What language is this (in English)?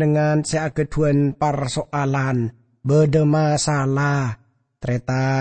Madurese